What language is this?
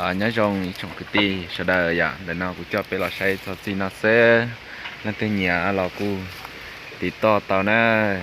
Hmong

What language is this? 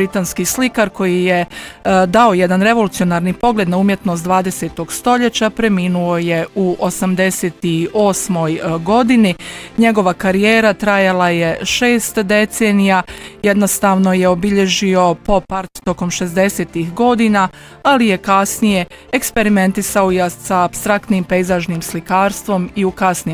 Bosnian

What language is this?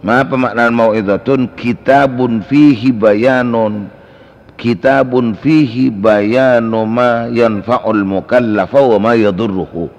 Madurese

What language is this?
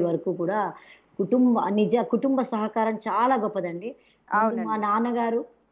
Telugu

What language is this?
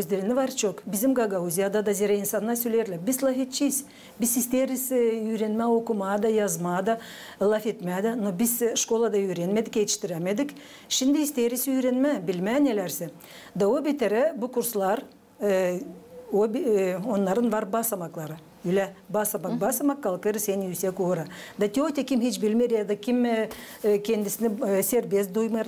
Gagauz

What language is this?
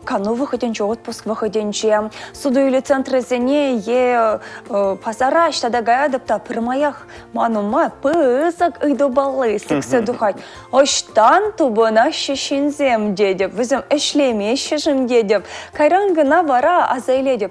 Chuvash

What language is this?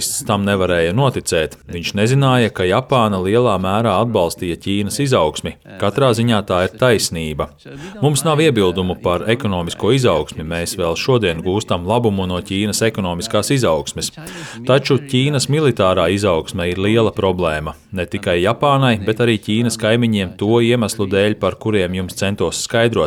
Latvian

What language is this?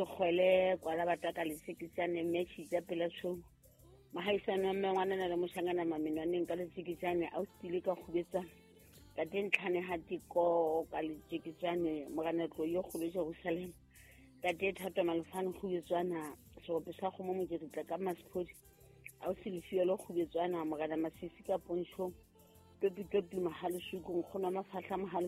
Southern Sotho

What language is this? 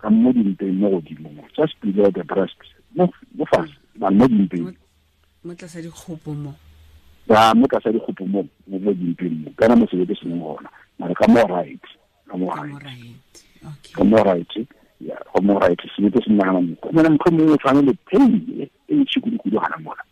Tswana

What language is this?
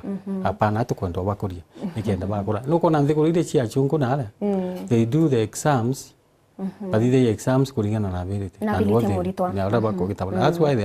Meru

